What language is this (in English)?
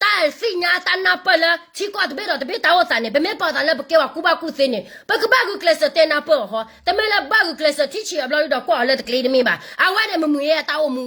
S'gaw Karen